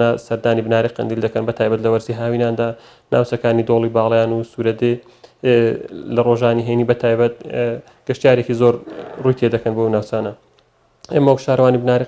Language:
Central Kurdish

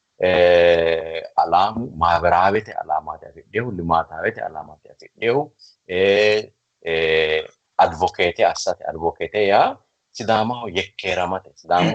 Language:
Sidamo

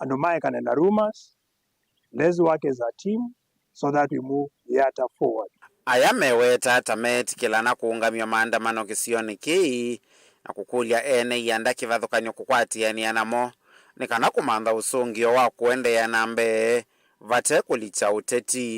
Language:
Kamba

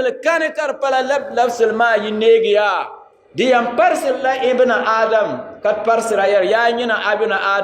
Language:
Dagbani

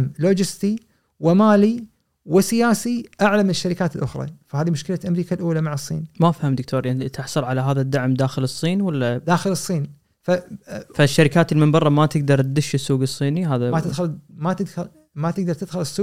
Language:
Gulf Arabic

